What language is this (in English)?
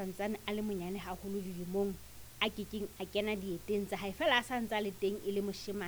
Southern Sotho